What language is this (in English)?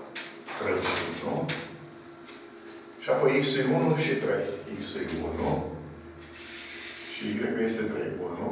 Romanian